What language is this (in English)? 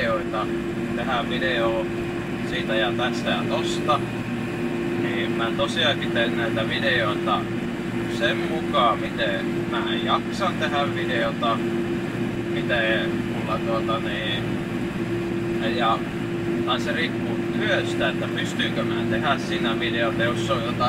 Finnish